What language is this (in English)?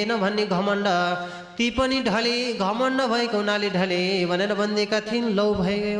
Nepali